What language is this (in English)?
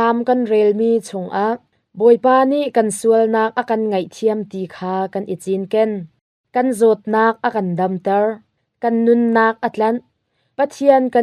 Hakha Chin